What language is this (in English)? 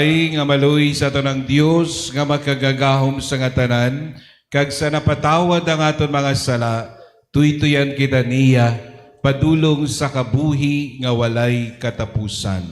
Hiligaynon